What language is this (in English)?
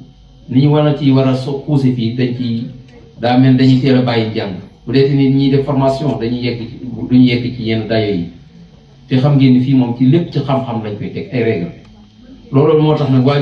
Wolof